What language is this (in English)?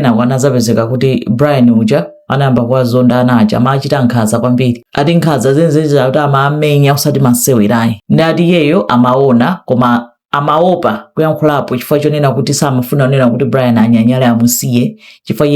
Nyanja